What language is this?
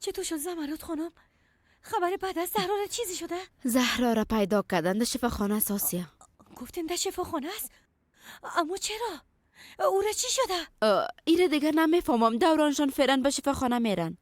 Persian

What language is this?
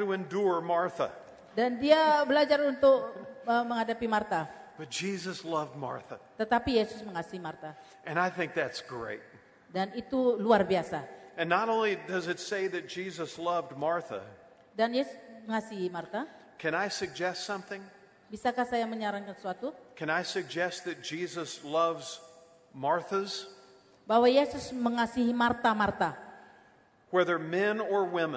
Indonesian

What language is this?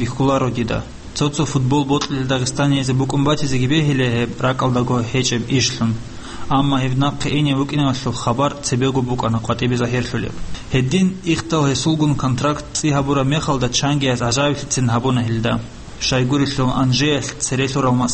Avaric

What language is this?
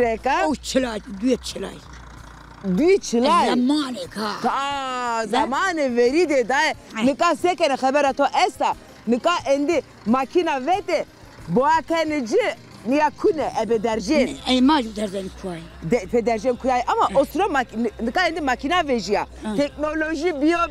Zaza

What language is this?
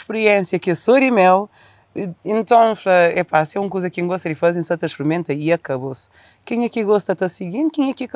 Kabuverdianu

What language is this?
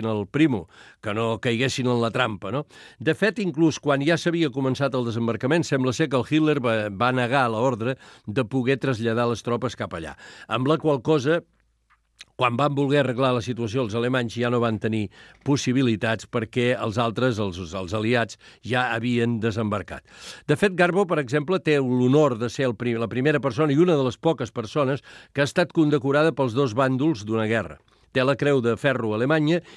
Catalan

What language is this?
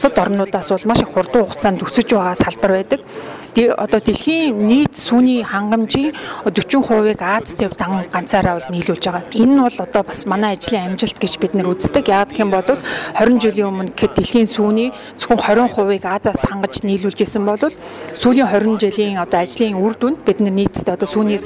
Mongolian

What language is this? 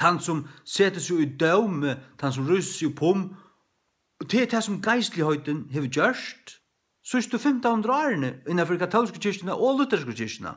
Faroese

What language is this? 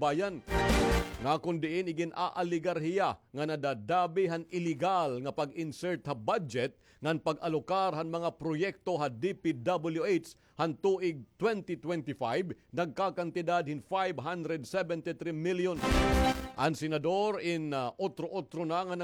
Waray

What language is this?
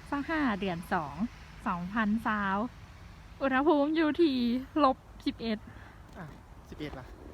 Lao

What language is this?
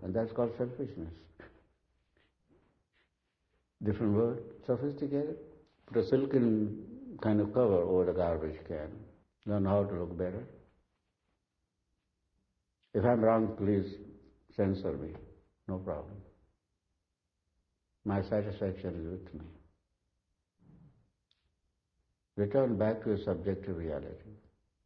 English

